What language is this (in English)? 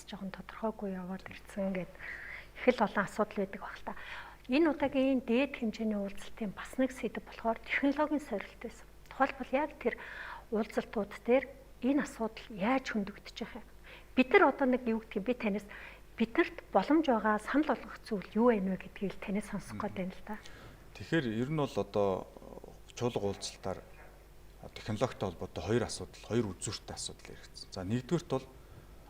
Mongolian